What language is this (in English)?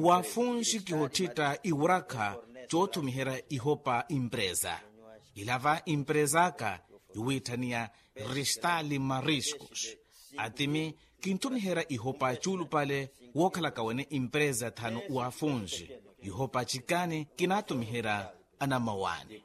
Makhuwa